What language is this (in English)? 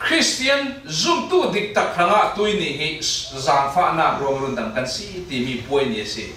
Falam Chin